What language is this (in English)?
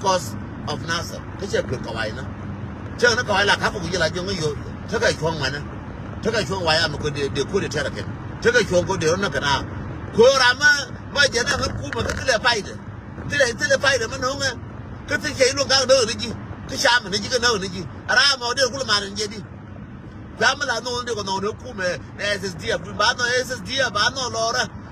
Nuer